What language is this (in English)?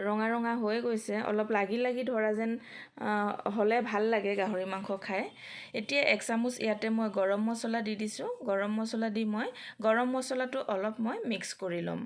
Assamese